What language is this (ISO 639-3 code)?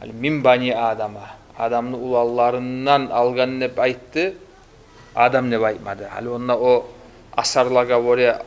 kum